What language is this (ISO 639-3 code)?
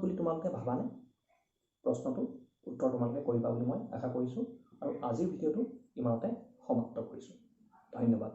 asm